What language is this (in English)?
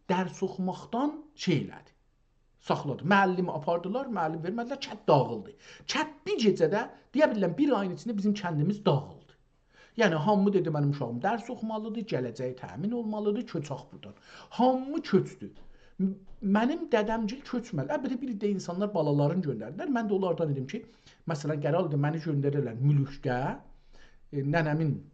South Azerbaijani